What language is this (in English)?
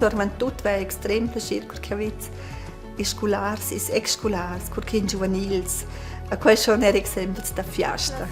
Romansh